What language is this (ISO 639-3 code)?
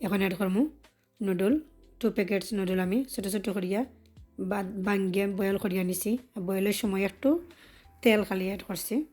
syl